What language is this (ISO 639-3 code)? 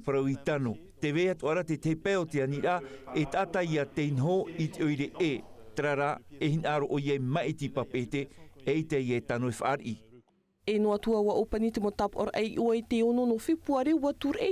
tah